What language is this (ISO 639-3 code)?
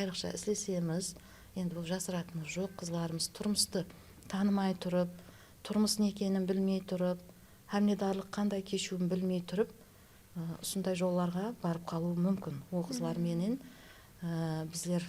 kaa